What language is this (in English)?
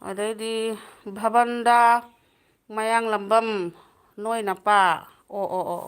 Manipuri